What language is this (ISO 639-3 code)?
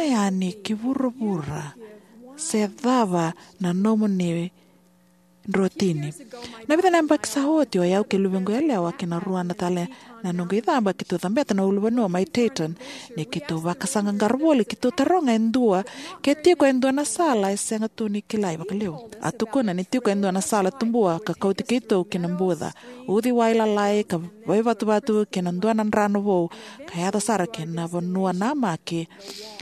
fij